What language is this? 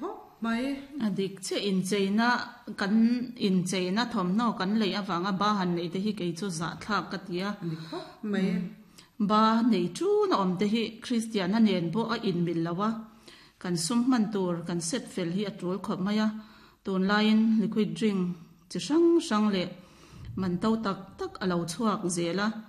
Mizo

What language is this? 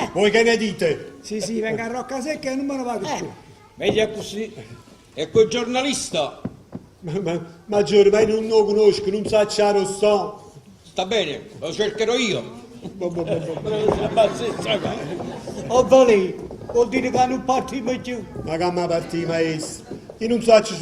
Neapolitan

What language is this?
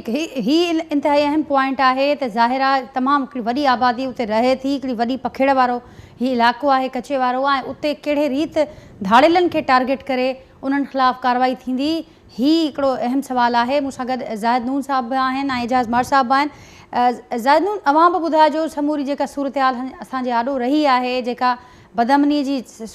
Sindhi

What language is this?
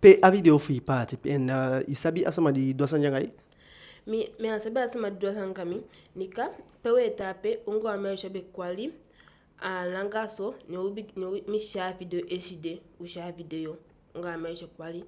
Eastern Maroon Creole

